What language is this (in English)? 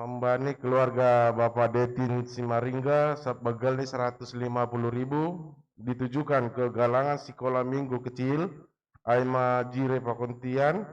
Batak Simalungun